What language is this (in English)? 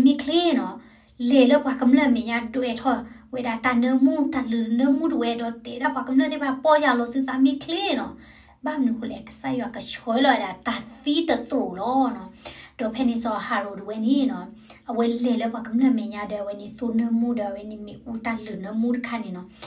S'gaw Karen